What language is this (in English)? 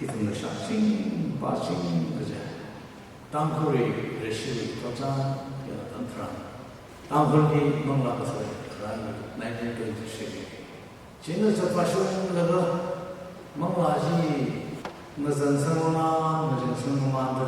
Tangkhul Naga (India)